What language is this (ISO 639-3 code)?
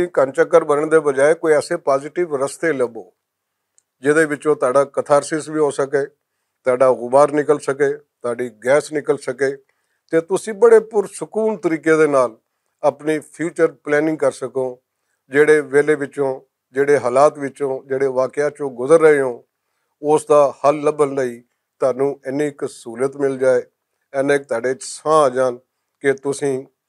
lah